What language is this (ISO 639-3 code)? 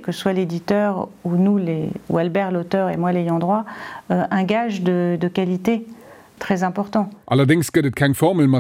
ltz